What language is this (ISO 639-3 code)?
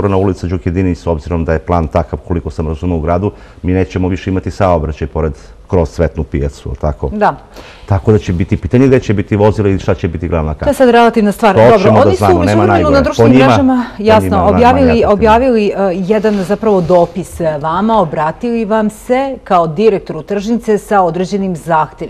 srp